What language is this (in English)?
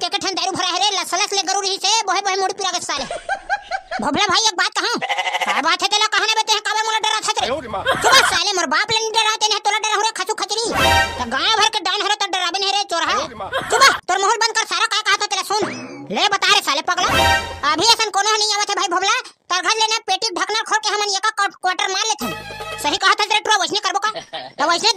Chhattisgarhi